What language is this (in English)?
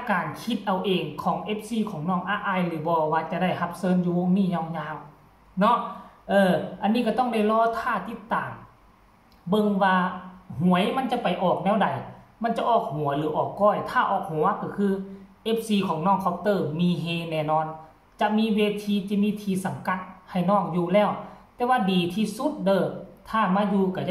Northeastern Thai